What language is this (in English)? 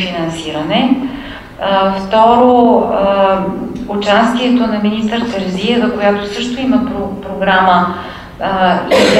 Bulgarian